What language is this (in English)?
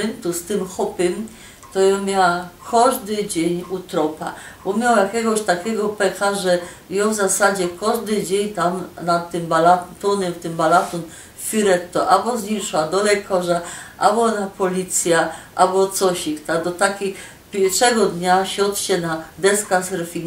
Silesian